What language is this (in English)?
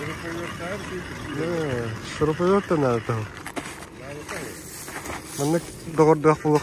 Yakut